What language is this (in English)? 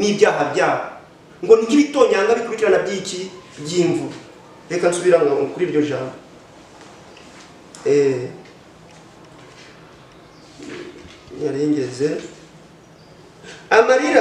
Kinyarwanda